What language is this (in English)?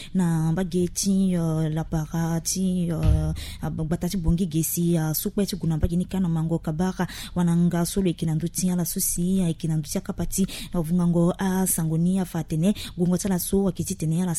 Sango